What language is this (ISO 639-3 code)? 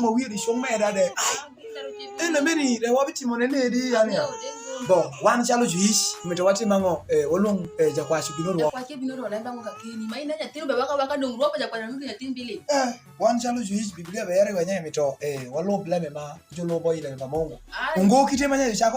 alz